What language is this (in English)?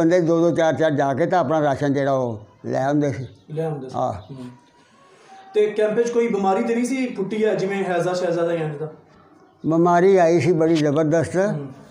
Punjabi